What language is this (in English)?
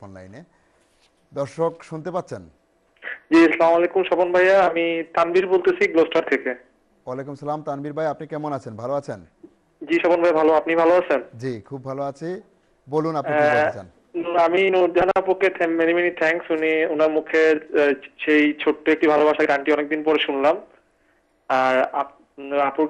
Bangla